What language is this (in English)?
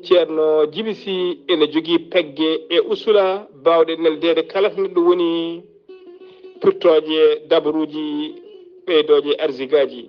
Fula